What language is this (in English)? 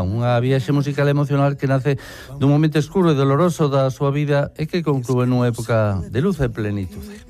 Galician